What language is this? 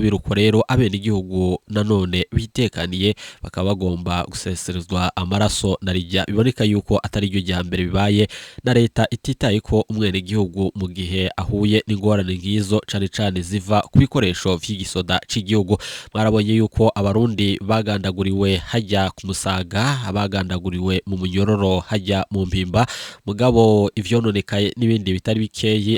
Rundi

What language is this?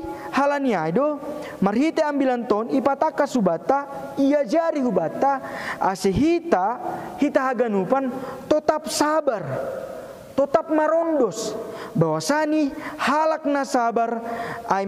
Batak Simalungun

